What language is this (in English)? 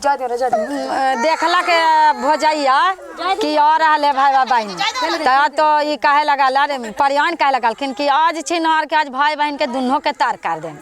Magahi